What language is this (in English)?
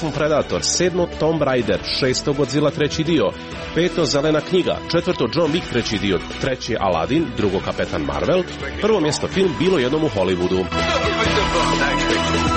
Croatian